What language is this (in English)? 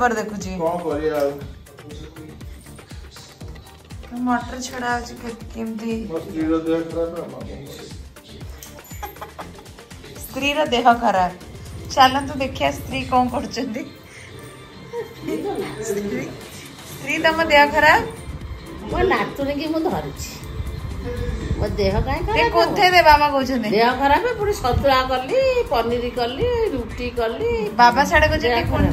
Odia